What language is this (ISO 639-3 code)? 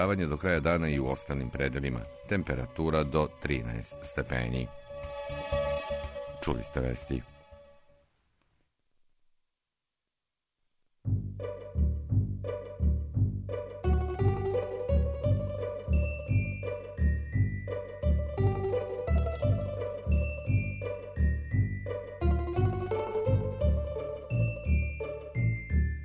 srp